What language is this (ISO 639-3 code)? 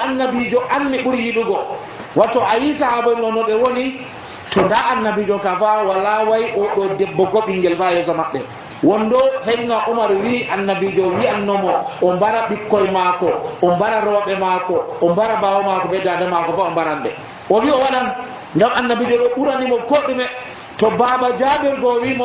fuv